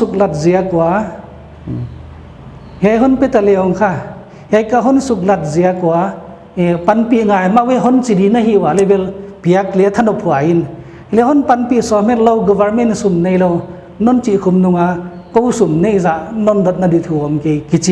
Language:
Paite Chin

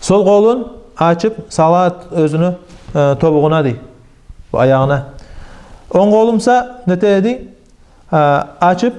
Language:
Kumyk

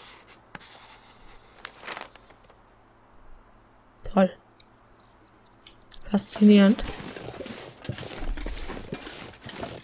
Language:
German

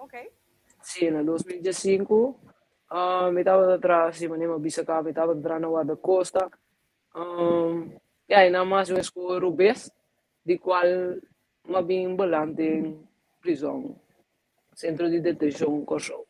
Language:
Papiamento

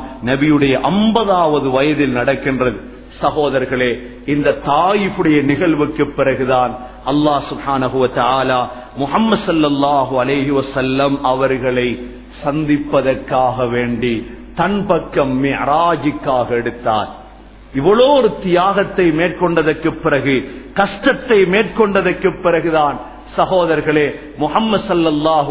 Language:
Tamil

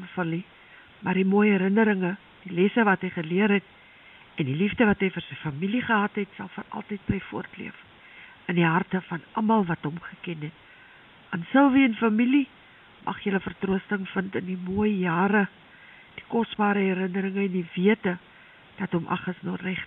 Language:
Afrikaans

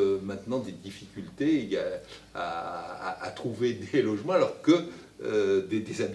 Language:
French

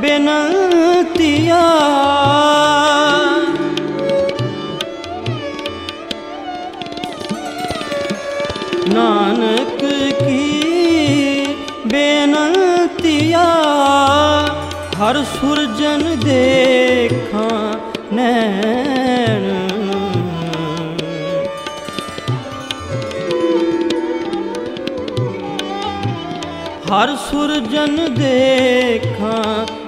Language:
Punjabi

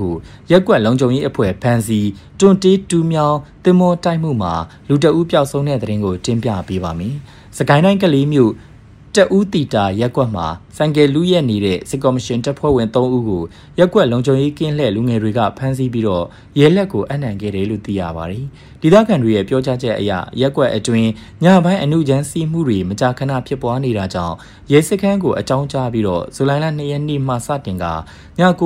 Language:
Burmese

